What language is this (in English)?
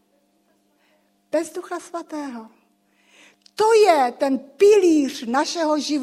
Czech